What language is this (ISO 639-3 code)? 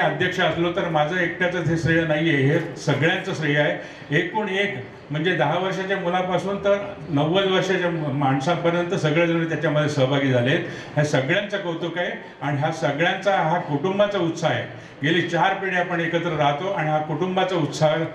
mar